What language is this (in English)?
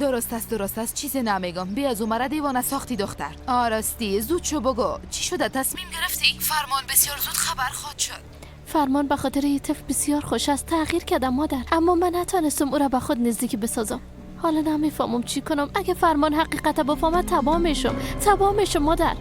Persian